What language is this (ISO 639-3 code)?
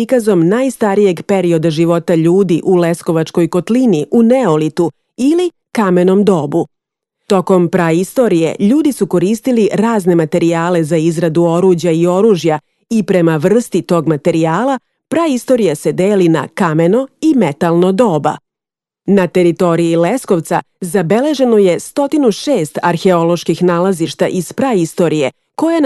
srp